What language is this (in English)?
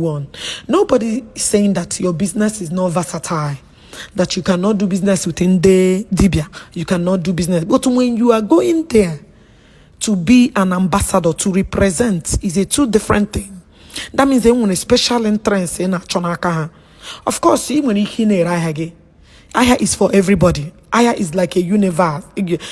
Igbo